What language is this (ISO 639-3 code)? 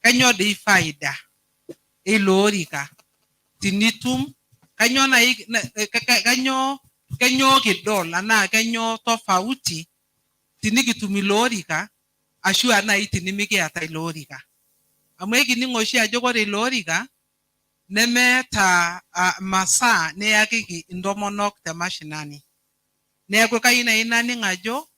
mas